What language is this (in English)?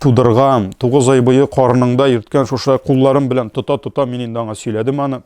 Tatar